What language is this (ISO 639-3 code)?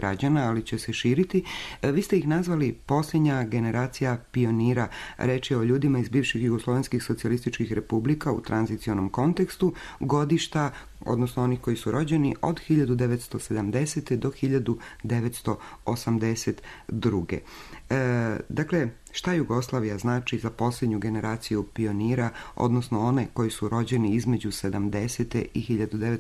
srp